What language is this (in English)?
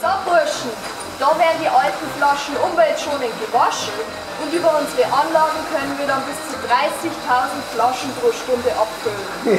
Bavarian